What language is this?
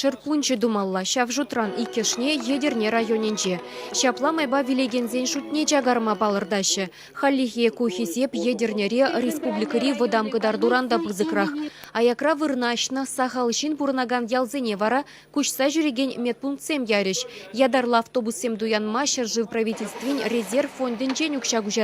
Chuvash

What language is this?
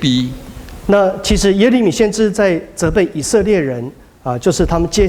Min Nan Chinese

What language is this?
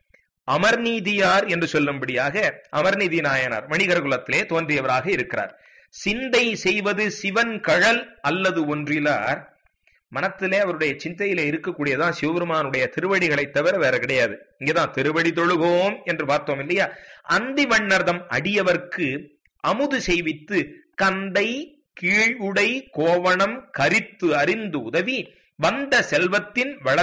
Tamil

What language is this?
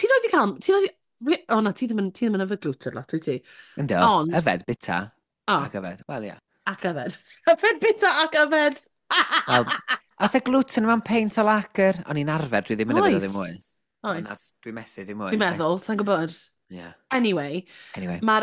Welsh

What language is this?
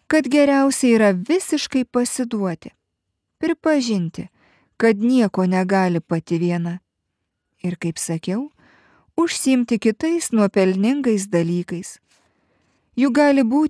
Lithuanian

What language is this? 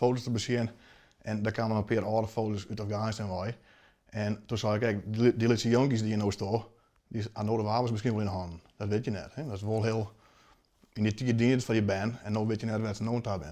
Western Frisian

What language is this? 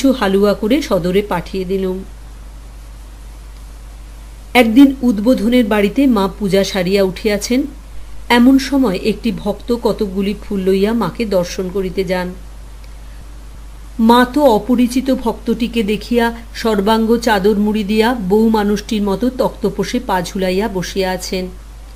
Bangla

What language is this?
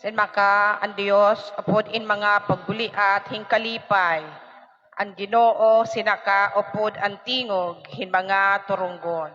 Waray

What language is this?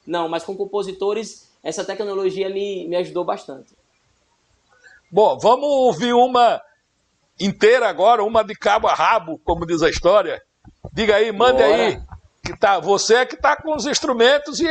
Portuguese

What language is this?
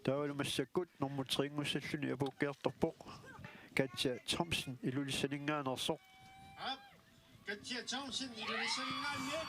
Kalaallisut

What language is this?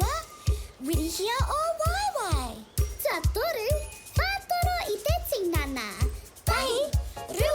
Māori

